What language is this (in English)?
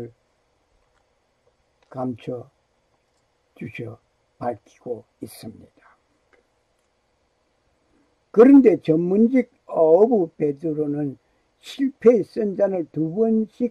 Korean